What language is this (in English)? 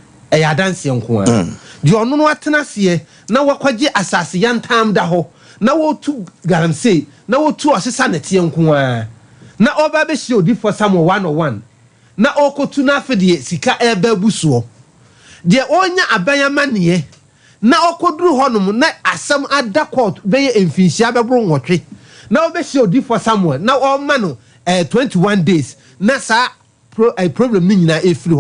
Akan